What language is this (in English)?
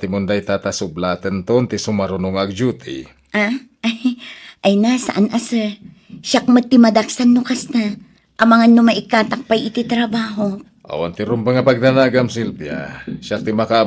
Iloko